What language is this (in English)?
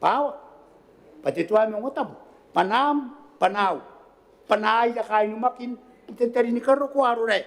Gilbertese